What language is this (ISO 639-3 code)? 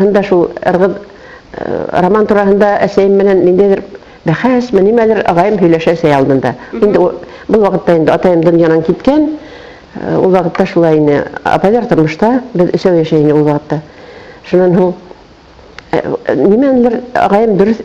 bak